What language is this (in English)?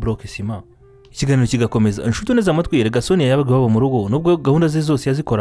Kinyarwanda